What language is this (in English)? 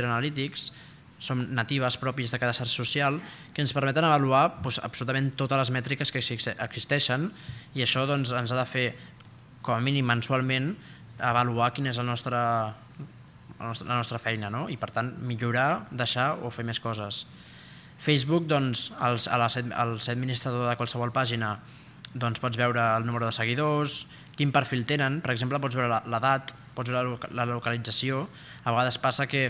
Catalan